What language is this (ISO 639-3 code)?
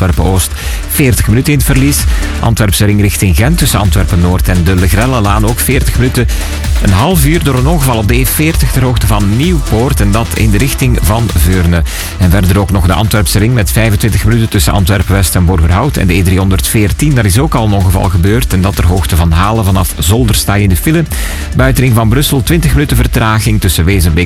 nld